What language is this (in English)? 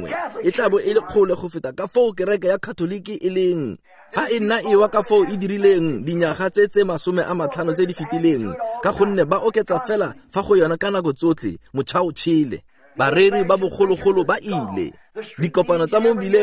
Tswana